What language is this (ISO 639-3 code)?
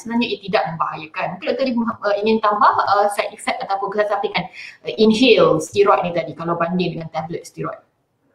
msa